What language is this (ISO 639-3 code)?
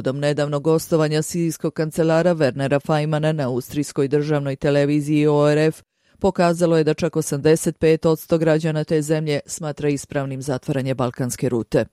bos